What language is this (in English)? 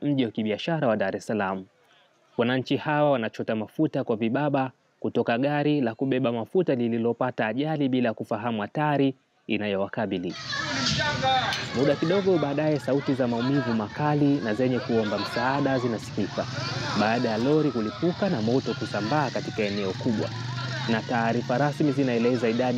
Swahili